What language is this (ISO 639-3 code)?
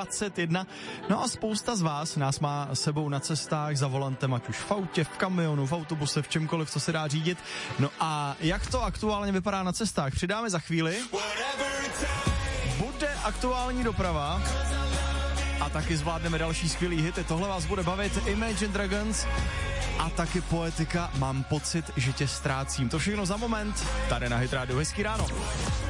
ces